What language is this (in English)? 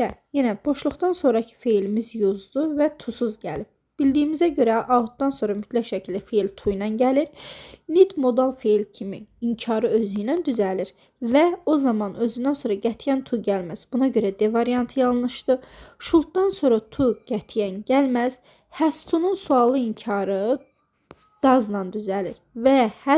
Azerbaijani